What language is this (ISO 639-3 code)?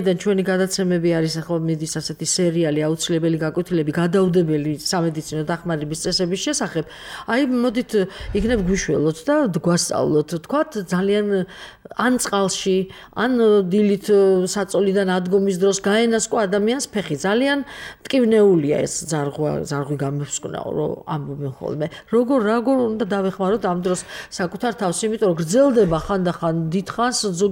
kat